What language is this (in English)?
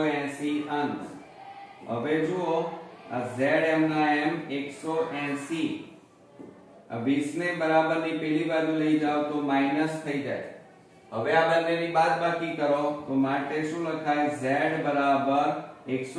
Gujarati